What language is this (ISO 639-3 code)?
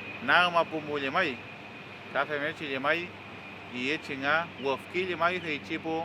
arn